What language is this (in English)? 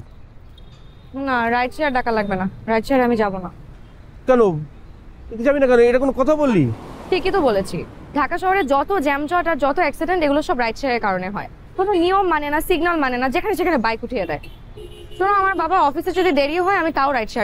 Bangla